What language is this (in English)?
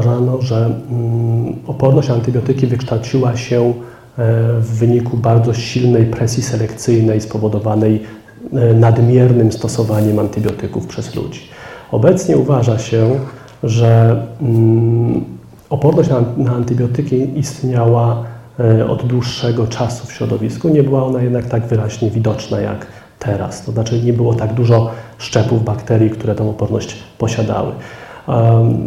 Polish